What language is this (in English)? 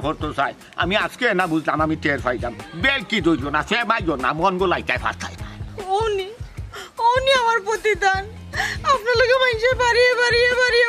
Sylheti